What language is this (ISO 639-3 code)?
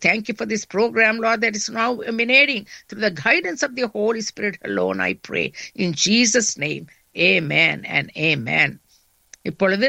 tam